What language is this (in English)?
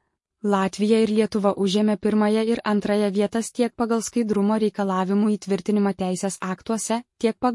Lithuanian